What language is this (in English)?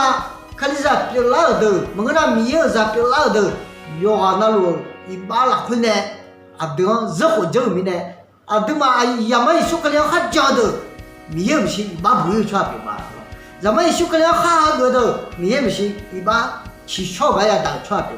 Akha